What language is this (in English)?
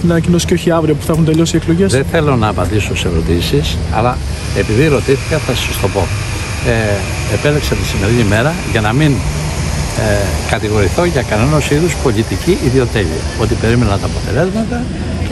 Greek